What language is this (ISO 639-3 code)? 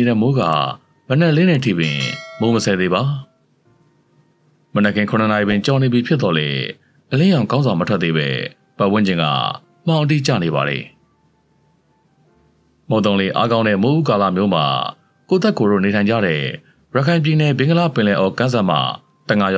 mya